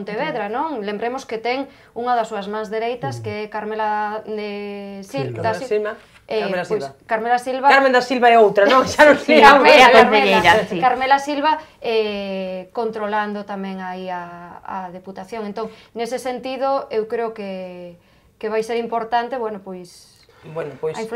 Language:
Galician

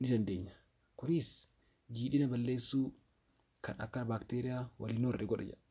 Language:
Oromo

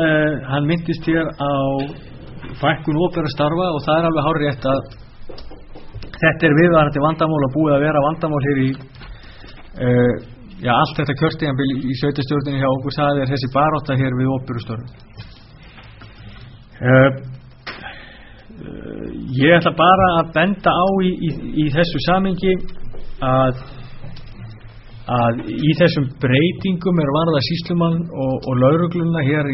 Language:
Icelandic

